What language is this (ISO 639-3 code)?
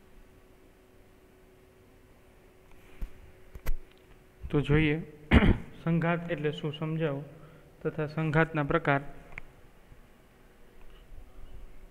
guj